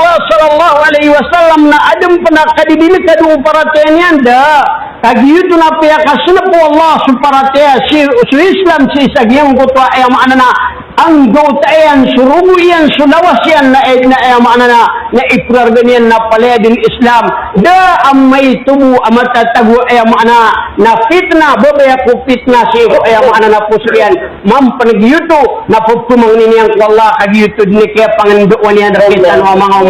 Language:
Maranao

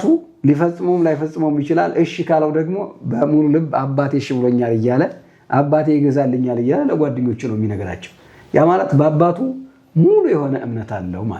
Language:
Amharic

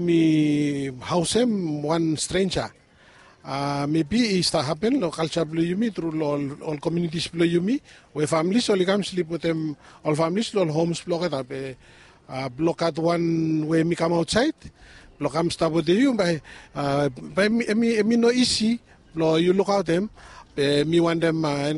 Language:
Bislama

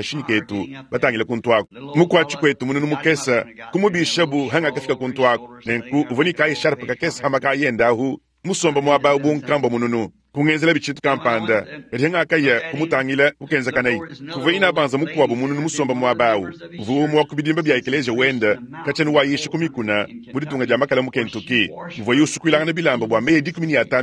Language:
Luba-Lulua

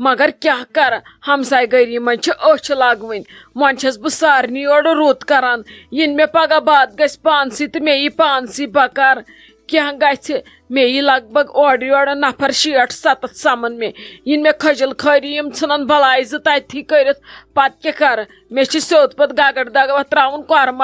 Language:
Kashmiri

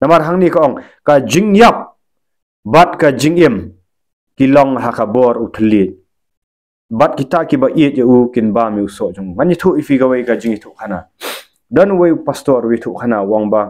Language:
Khasi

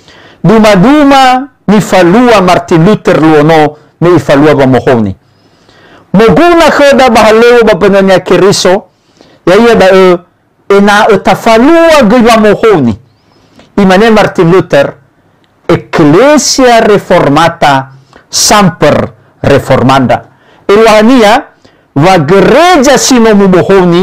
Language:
Nias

